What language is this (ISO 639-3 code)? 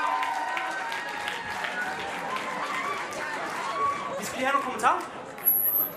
dan